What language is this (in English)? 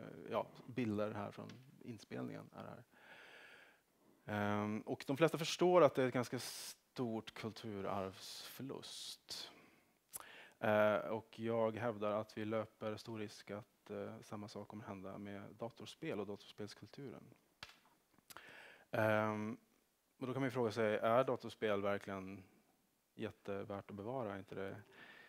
Swedish